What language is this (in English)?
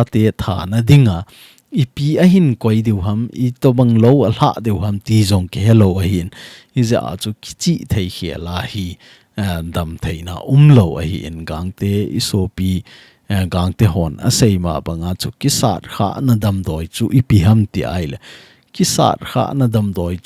Thado Chin